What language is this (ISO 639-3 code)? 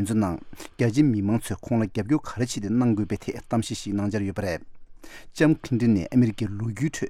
bod